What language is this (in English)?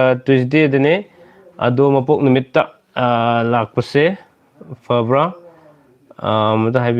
Manipuri